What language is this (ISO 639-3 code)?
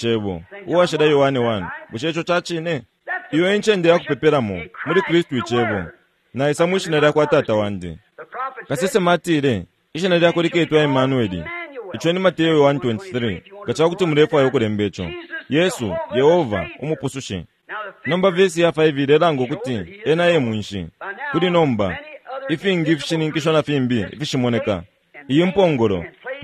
bem